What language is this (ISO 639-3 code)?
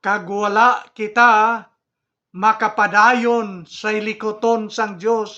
hil